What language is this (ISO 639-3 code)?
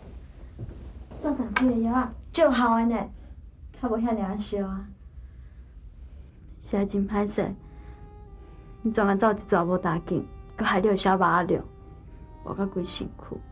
nan